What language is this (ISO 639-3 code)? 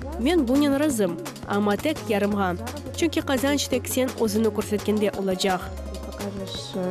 crh